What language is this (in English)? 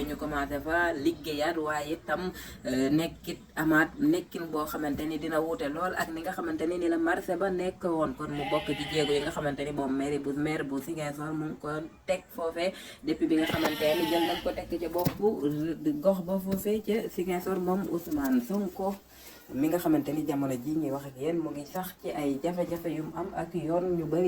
Wolof